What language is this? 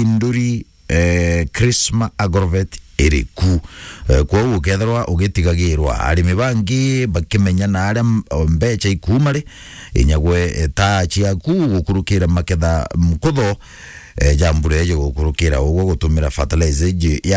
Meru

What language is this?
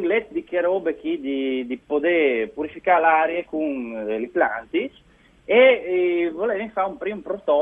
Friulian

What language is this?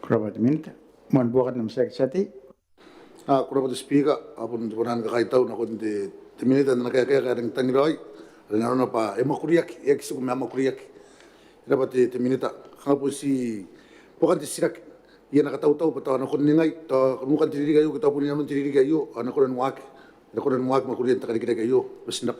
Gilbertese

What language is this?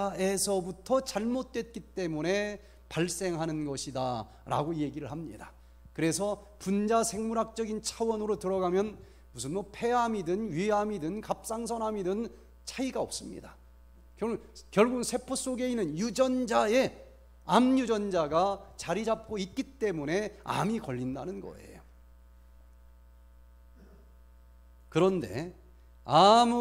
Korean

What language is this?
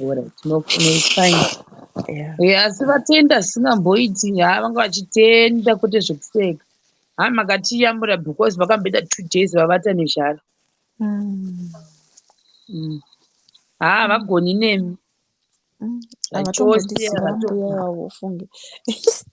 Shona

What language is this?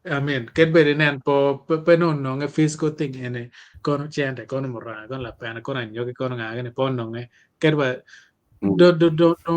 Acoli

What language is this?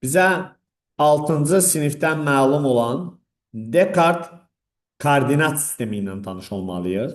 Azerbaijani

